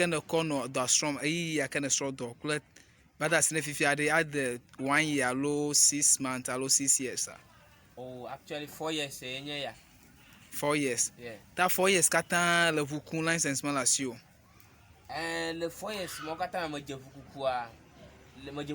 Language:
Ewe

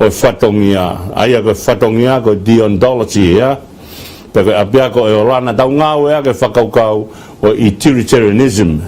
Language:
Tongan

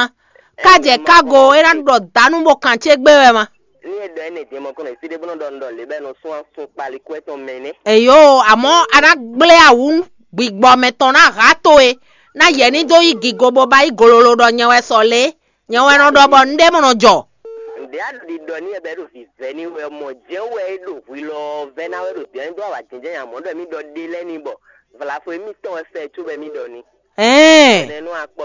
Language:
Fon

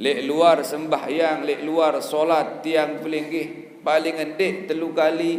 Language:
Sasak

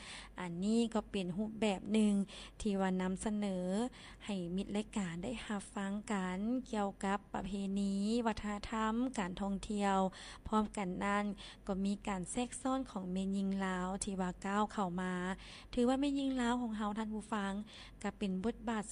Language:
Lao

